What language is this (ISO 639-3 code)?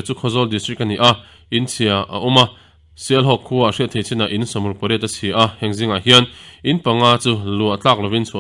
lus